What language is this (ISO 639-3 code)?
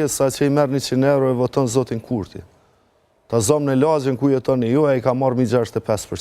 sqi